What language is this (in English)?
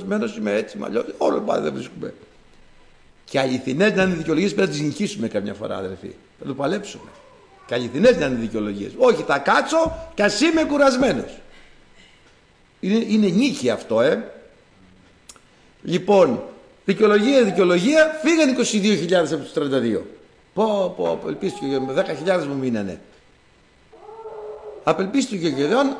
Greek